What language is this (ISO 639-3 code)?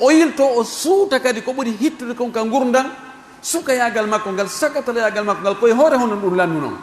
fuf